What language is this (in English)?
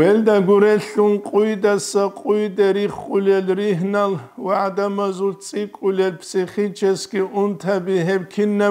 Avaric